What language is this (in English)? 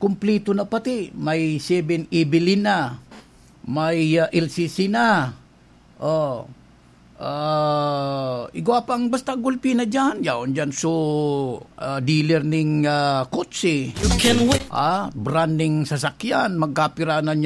Bikol